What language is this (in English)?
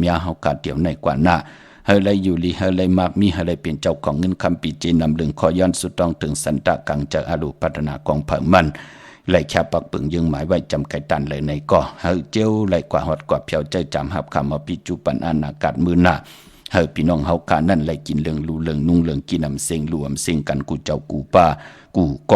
Shan